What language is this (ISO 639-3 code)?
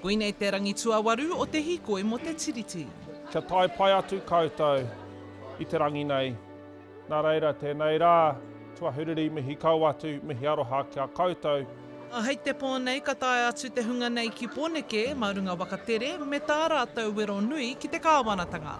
mri